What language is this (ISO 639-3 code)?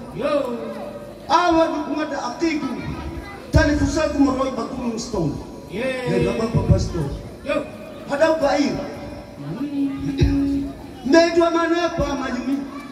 nia